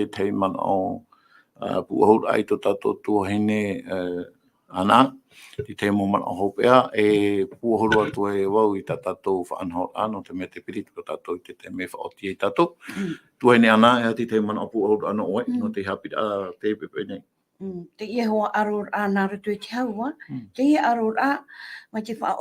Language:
Tahitian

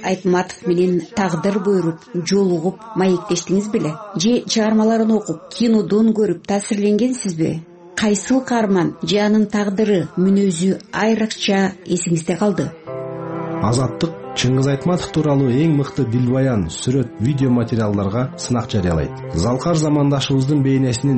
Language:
Kyrgyz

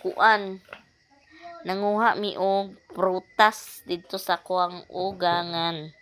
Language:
Cebuano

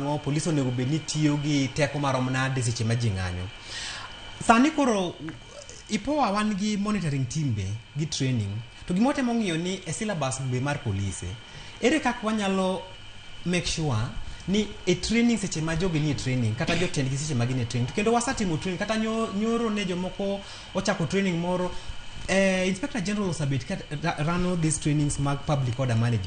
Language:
Luo (Kenya and Tanzania)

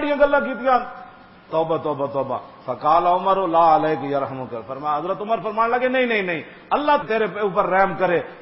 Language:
Western Panjabi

